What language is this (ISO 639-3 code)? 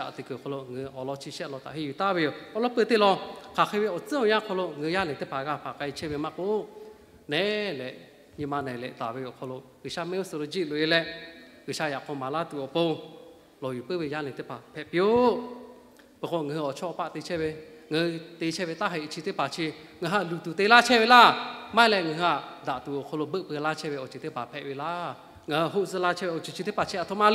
lhu